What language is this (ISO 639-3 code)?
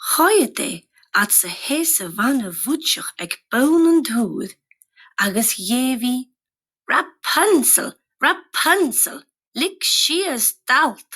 gla